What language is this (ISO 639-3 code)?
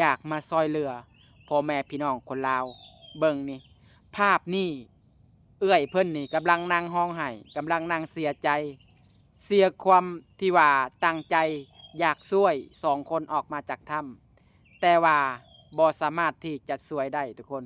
lao